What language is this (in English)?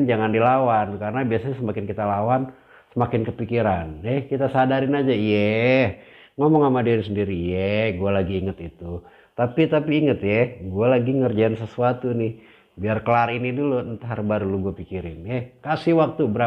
Betawi